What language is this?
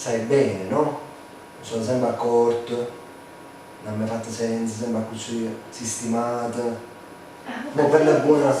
Neapolitan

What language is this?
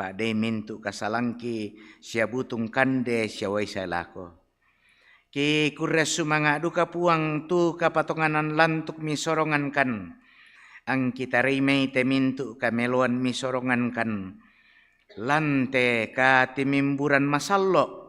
Toraja-Sa'dan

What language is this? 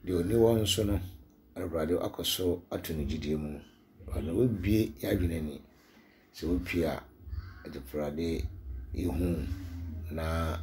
Akan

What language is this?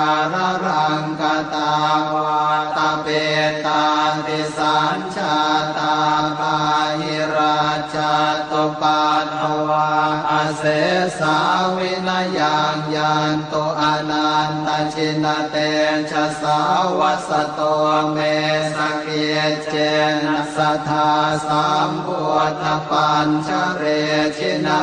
Pali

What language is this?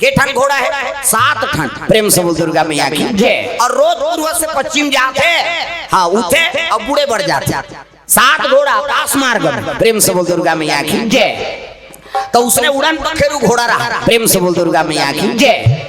Chhattisgarhi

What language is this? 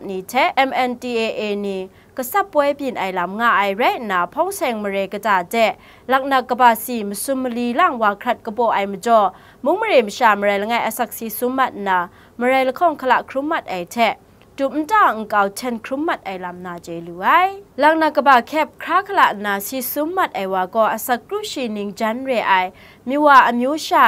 Kachin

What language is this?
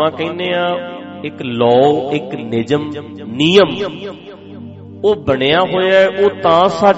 Punjabi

